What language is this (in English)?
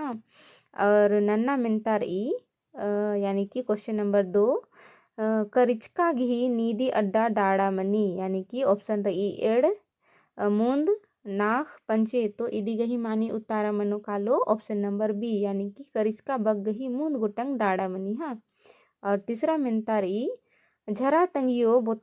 Kurukh